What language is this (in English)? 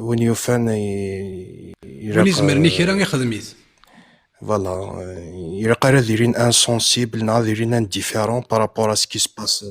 Kabyle